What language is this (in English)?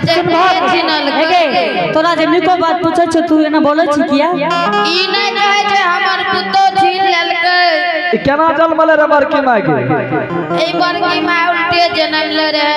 Angika